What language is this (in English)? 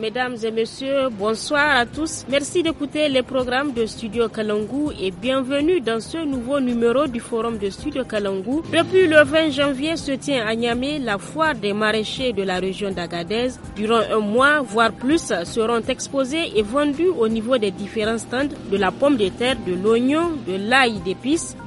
French